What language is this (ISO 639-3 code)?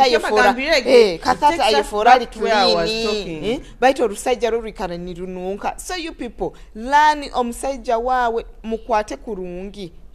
nyo